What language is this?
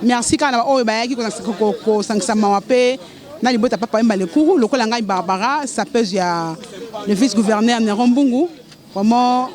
Lingala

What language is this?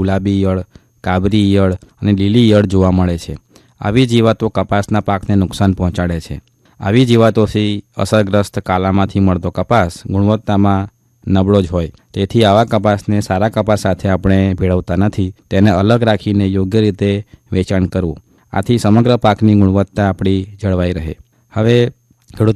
Gujarati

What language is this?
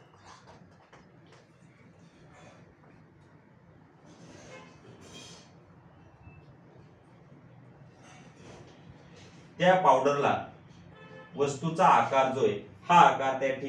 Marathi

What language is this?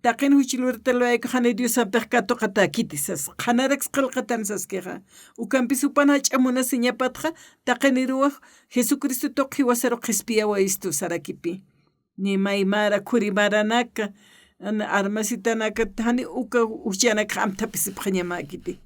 Aymara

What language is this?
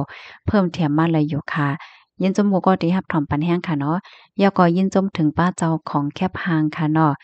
Shan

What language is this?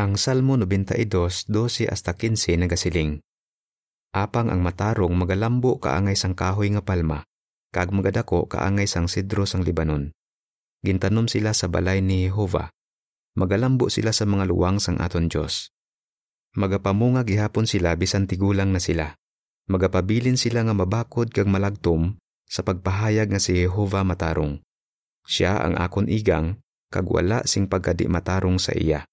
Hiligaynon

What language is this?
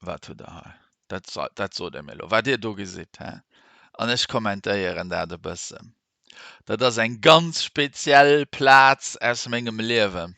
Luxembourgish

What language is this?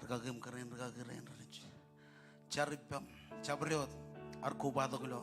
Marshallese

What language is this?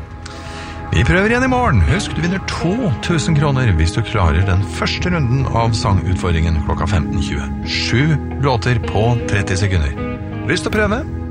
Norwegian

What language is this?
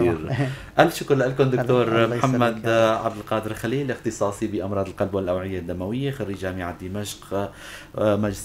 North Levantine Arabic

